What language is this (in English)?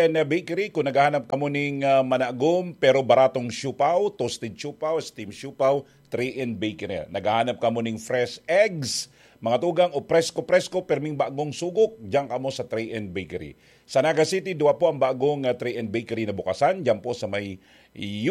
Bikol